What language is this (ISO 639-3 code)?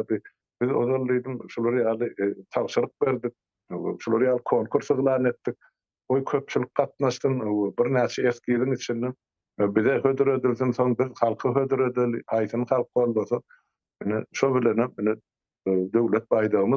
tuk